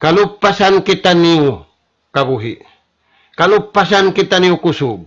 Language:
Tausug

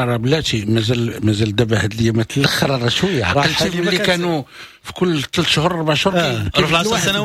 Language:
Moroccan Arabic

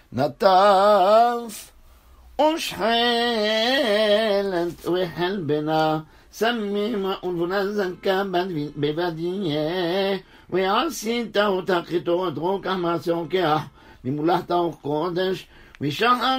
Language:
Hebrew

